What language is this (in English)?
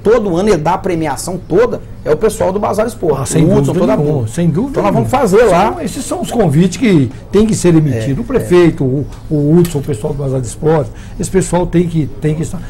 Portuguese